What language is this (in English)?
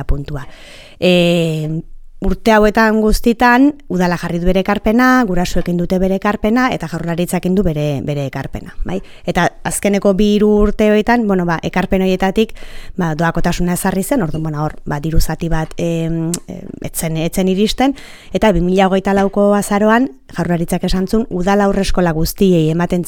Basque